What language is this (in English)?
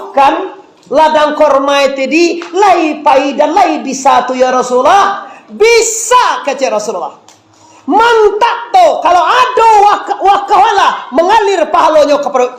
Minangkabau